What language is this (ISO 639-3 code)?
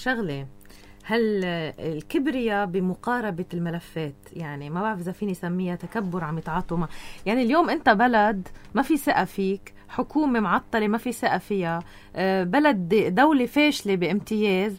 apc